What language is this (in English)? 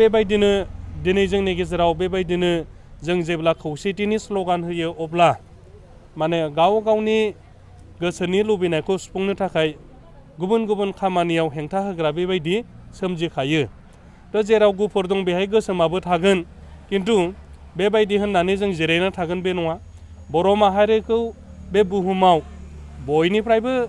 Bodo